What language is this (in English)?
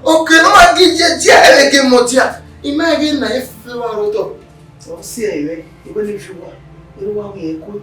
Bini